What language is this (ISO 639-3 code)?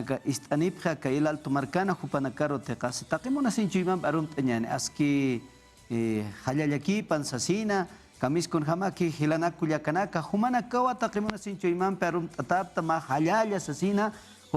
aym